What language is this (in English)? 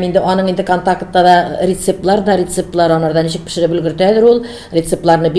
Tatar